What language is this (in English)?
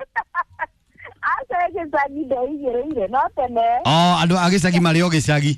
Kikuyu